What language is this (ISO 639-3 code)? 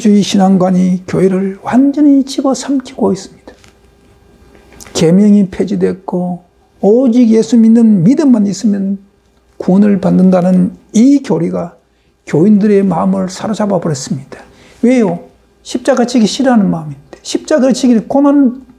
kor